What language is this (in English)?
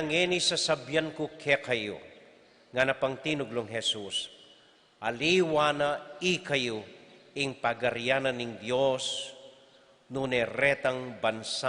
Pampanga